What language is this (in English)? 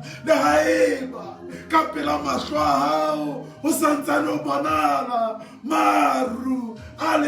Southern Sotho